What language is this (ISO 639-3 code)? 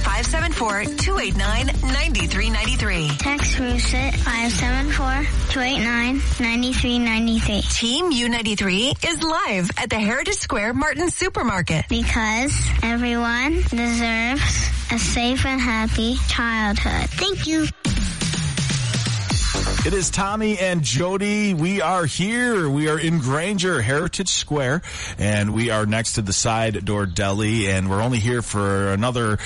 eng